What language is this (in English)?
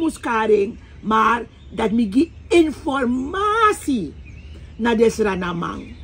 Sranan Tongo